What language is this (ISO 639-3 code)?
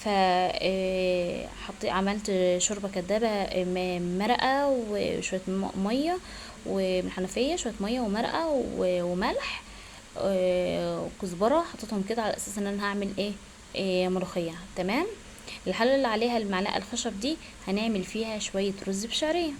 arz